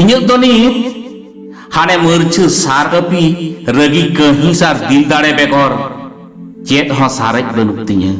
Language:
Santali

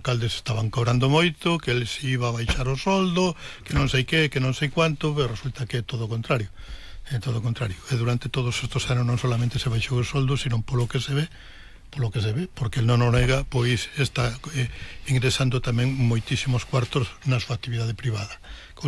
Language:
Galician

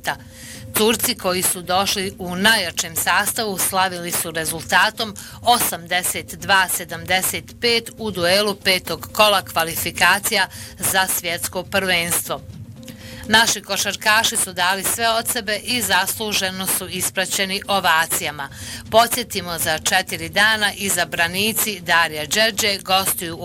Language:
Bosnian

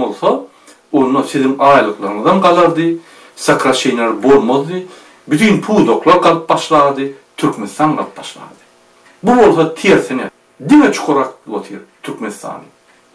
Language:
Turkmen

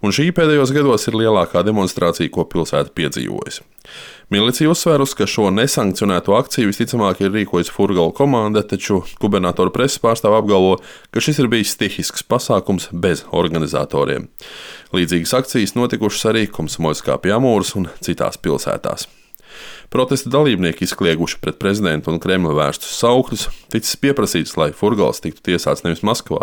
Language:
Latvian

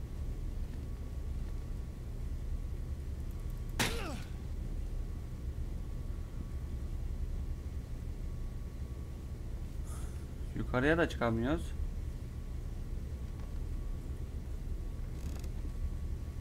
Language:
Turkish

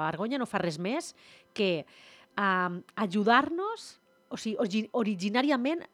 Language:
Catalan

